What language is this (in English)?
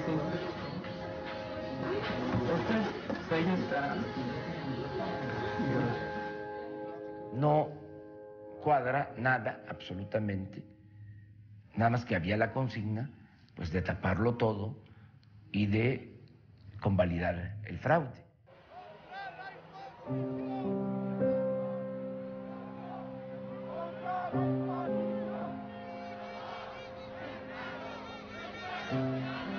Spanish